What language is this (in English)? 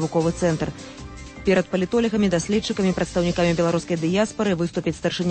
Belarusian